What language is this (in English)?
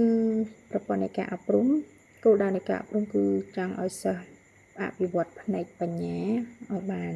Khmer